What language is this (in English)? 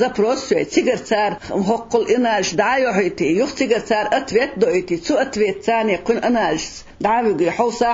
Chechen